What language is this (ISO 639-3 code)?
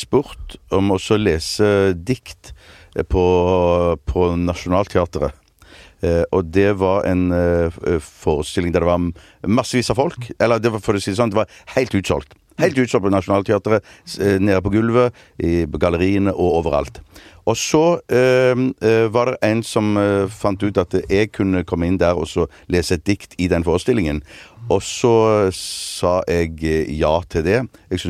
nor